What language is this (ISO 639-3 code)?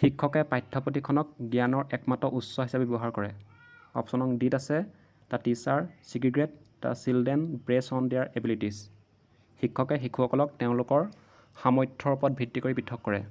asm